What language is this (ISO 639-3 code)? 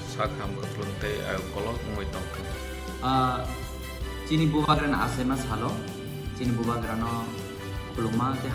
trp